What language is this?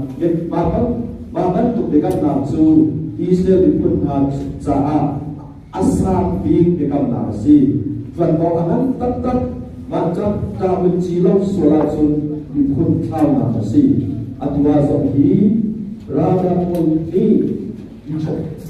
Hakha Chin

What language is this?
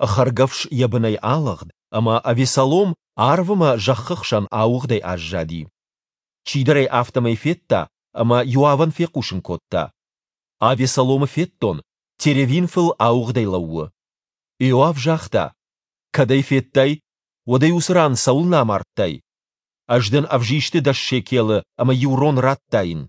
Ossetic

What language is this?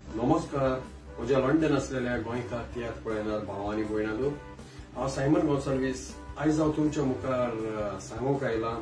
Konkani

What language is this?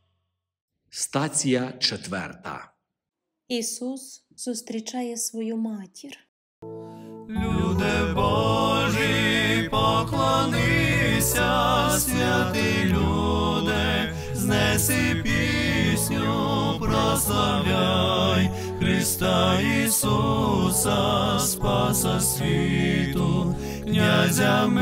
Ukrainian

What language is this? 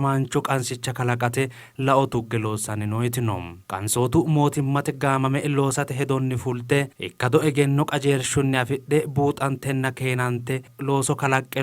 Sidamo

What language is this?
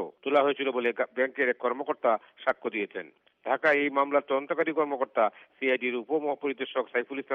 Bangla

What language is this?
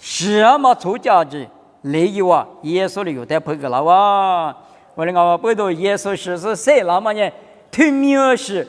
Lisu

